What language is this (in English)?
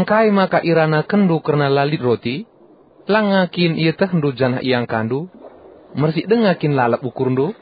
Batak Karo